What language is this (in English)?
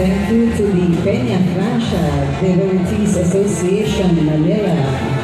Bikol